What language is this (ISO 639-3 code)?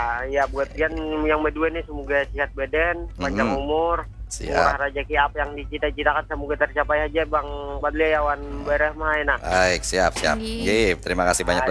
bjn